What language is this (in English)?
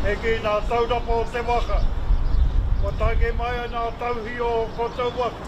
Māori